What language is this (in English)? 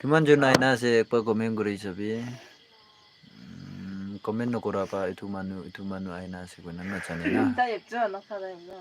Naga Pidgin